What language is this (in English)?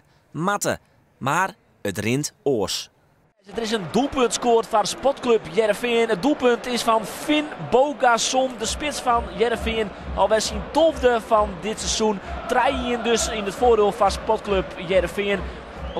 Western Frisian